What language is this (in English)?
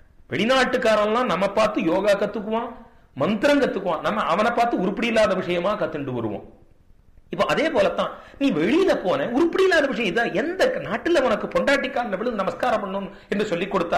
Tamil